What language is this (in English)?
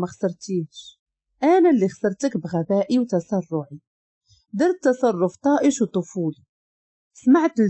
Moroccan Arabic